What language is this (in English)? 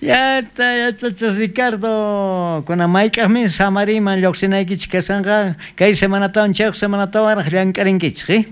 South Bolivian Quechua